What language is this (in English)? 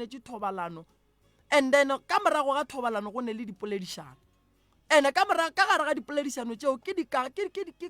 Northern Sotho